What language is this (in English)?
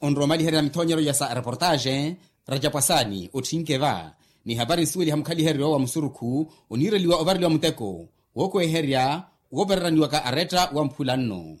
Makhuwa